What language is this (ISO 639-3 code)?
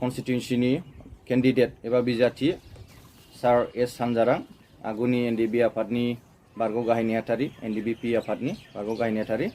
brx